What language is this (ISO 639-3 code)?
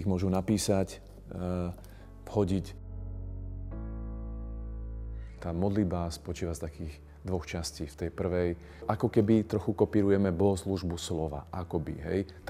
slk